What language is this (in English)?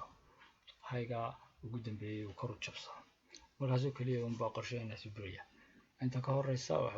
Somali